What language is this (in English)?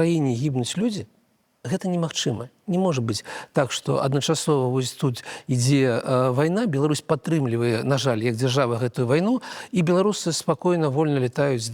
Belarusian